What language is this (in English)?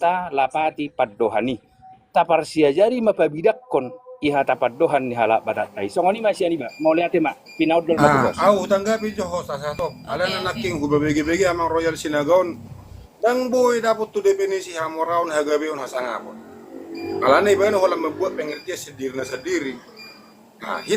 Batak Toba